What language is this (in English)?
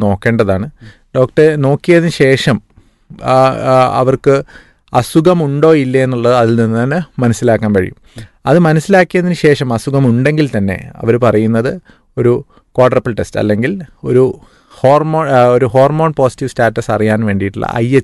Malayalam